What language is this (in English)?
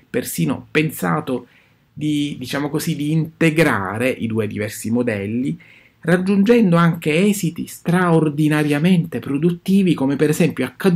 Italian